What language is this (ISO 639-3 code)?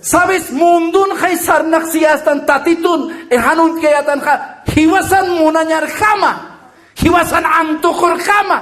aym